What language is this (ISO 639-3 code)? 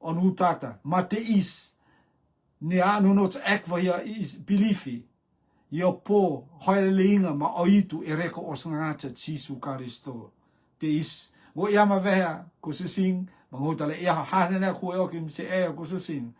rtm